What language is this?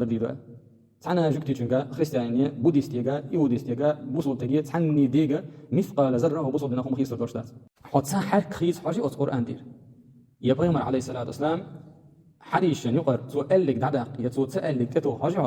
Chechen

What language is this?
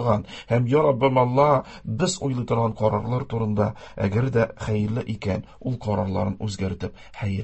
Tatar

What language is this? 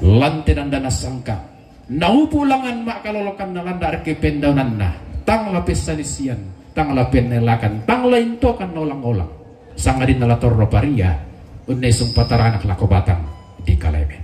Toraja-Sa'dan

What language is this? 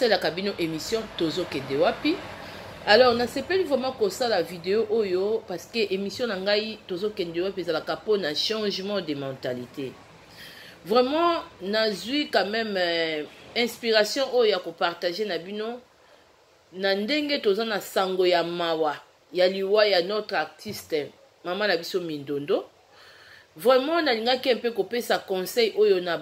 Lingala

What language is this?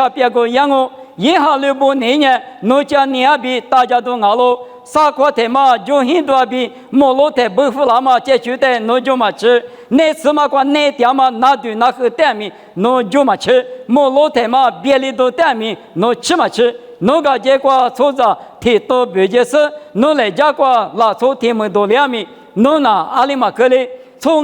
Lisu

